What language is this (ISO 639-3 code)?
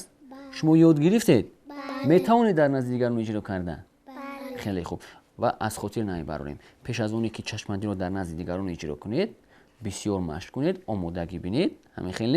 tgk